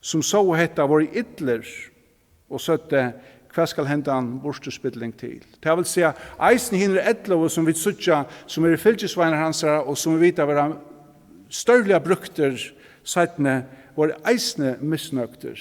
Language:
Faroese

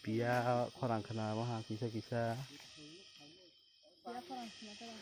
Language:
Kok Borok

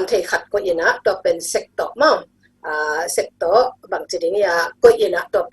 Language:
Tedim Chin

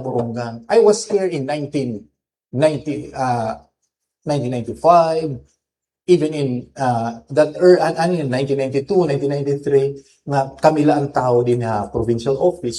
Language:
Waray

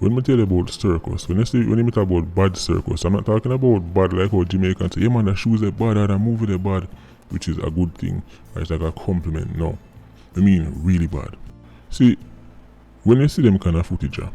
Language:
Jamaican Creole English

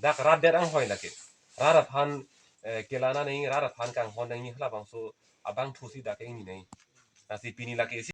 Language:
Karbi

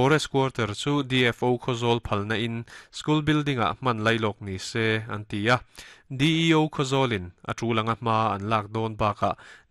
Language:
Mizo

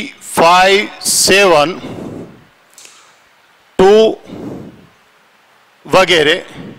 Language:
Gujarati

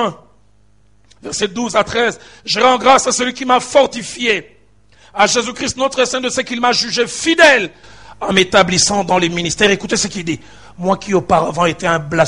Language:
French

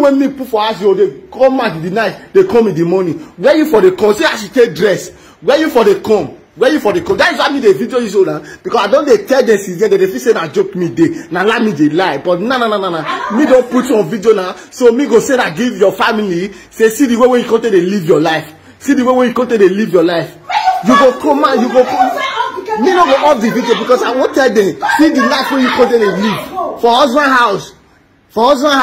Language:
Nigerian Pidgin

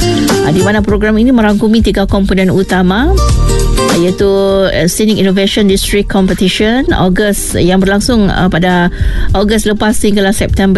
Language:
Malay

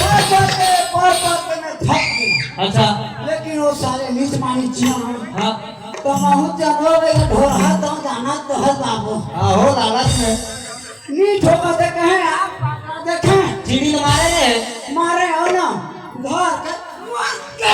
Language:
Chhattisgarhi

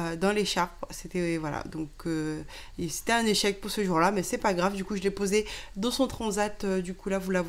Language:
French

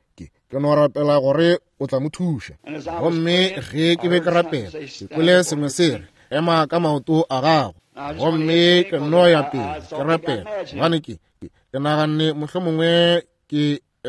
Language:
Northern Sotho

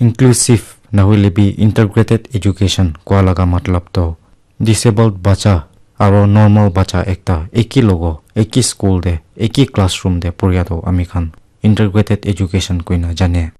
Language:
Naga Pidgin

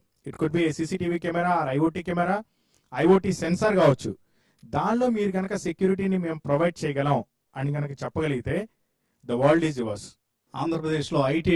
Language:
Telugu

